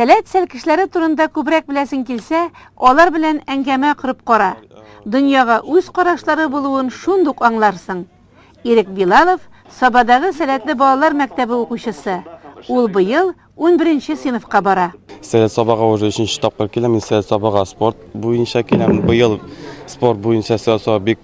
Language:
Tatar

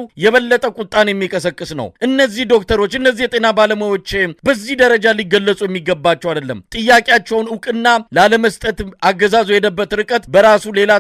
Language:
Amharic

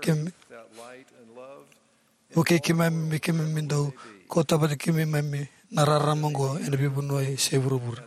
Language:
Fijian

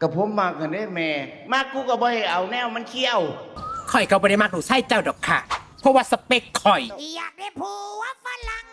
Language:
Northeastern Thai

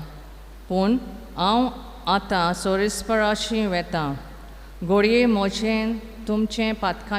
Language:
Konkani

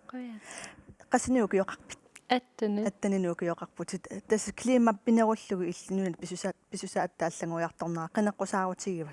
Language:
Kalaallisut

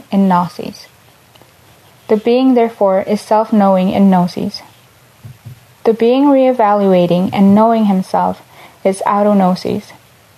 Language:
English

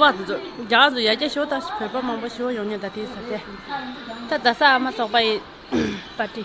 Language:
Tibetan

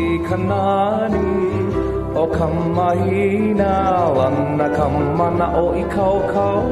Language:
Hawaiian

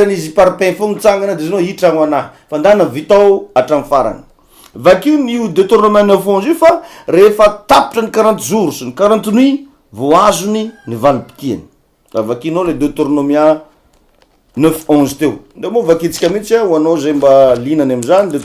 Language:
Malagasy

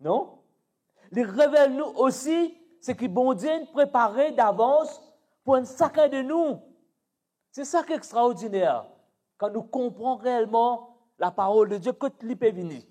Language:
Morisyen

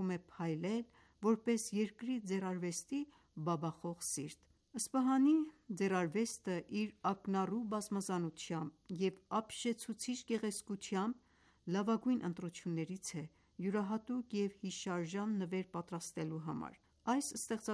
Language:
Armenian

